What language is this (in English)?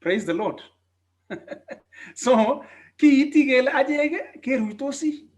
Kalenjin